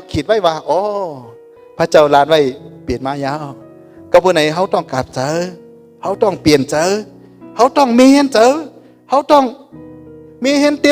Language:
Shan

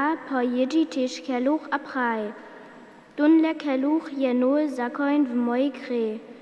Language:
Upper Sorbian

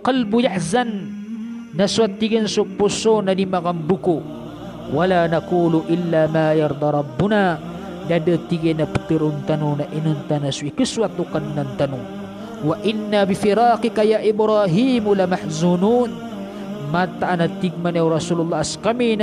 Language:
Maranao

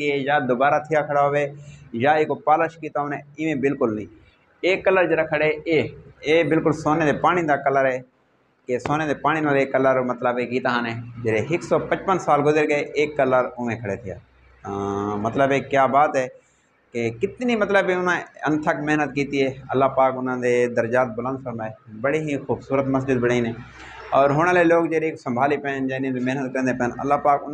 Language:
Saraiki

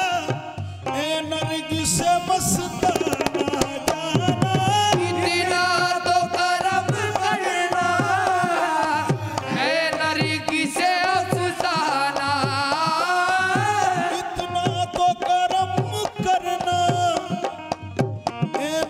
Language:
Hindi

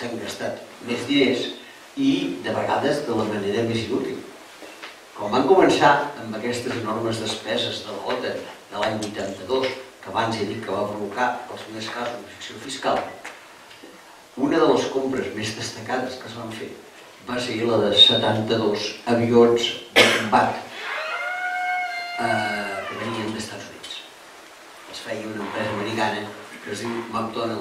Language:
Catalan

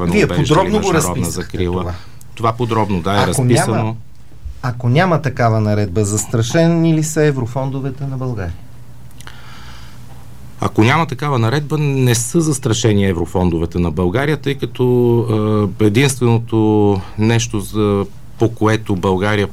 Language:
Bulgarian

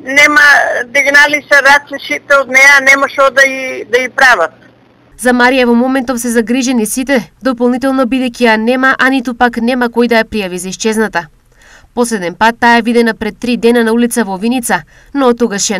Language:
Macedonian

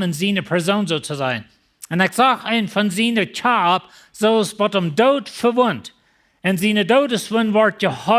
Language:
Plautdietsch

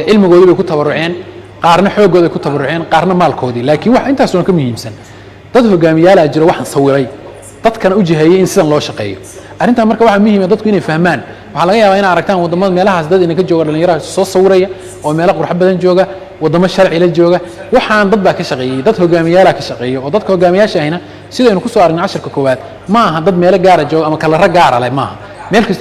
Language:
Somali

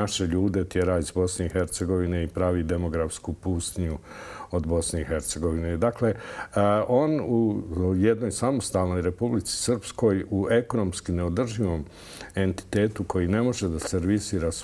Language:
Bosnian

